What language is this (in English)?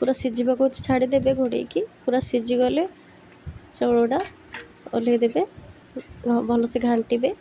Odia